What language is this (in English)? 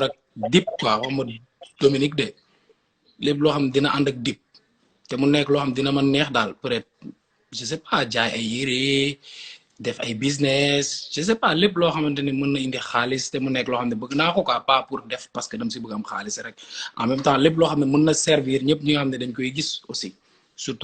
Wolof